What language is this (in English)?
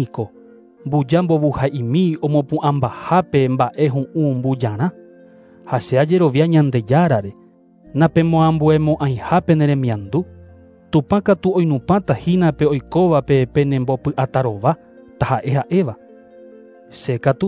Guarani